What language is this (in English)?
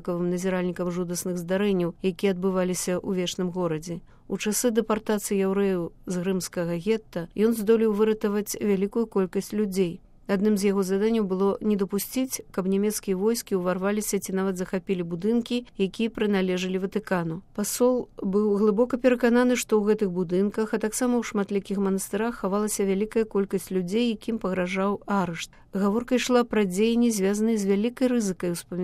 Belarusian